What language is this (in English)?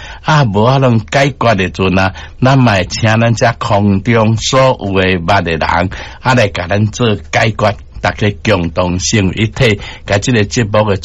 Min Nan Chinese